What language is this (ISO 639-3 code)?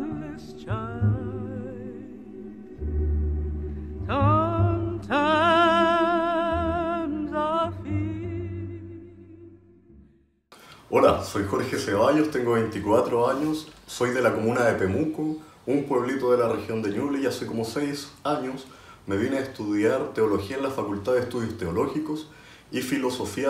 spa